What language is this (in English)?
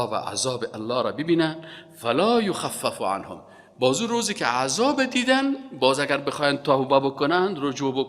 Persian